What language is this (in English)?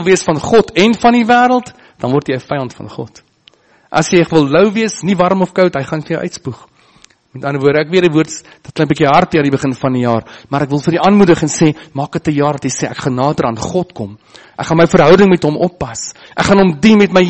Afrikaans